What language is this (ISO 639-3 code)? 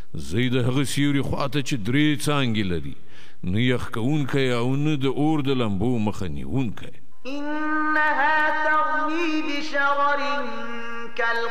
pus